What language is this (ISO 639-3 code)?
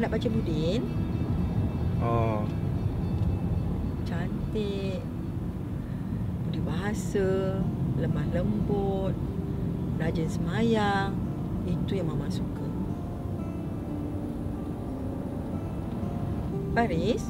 msa